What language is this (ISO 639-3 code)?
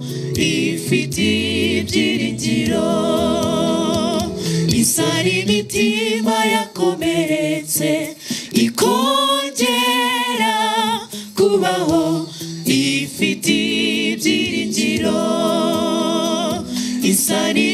kin